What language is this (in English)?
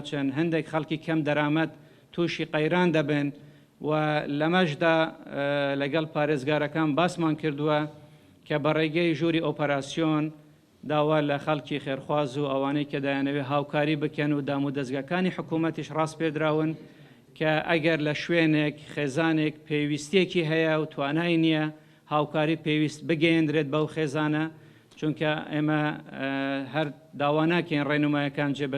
Central Kurdish